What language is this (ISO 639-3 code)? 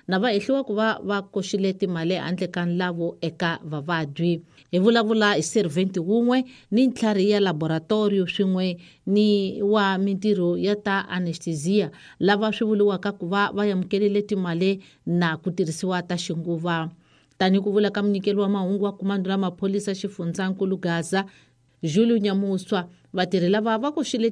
tso